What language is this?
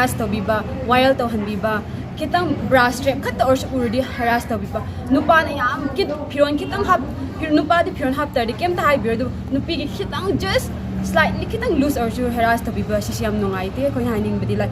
Manipuri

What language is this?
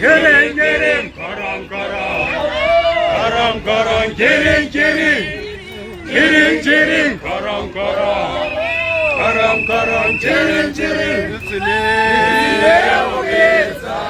Tswana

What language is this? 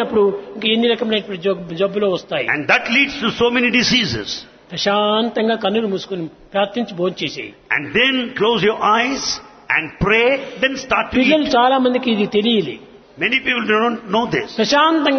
Telugu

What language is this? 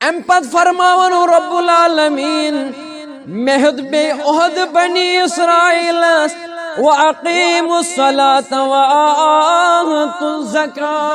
Kashmiri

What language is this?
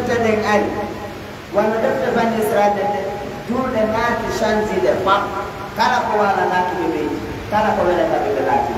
Fula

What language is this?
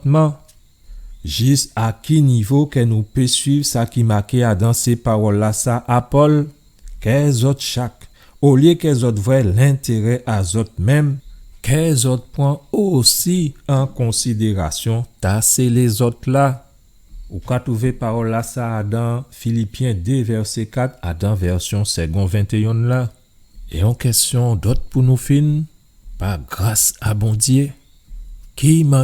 Guadeloupean Creole French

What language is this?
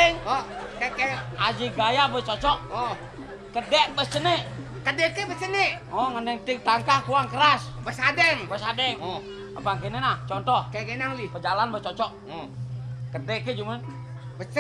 Balinese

